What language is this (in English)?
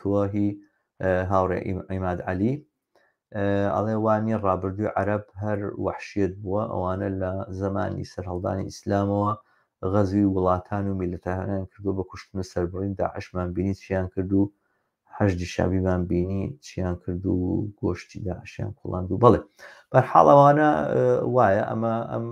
Central Kurdish